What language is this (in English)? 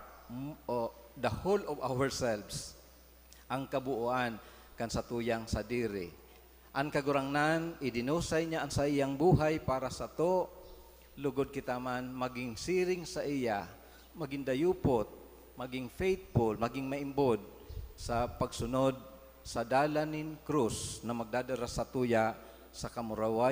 Bikol